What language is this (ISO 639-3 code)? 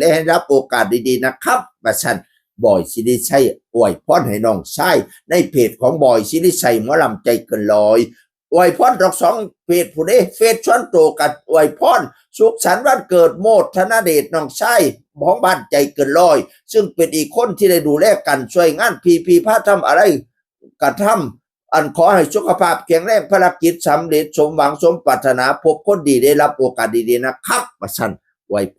tts